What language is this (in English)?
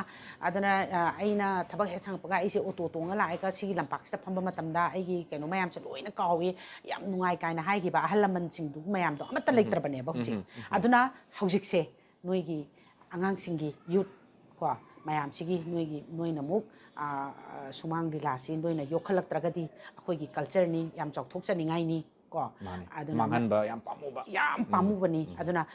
Manipuri